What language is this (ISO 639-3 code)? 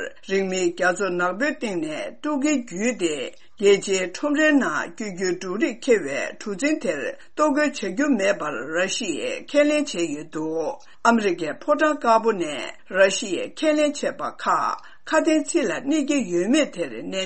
bod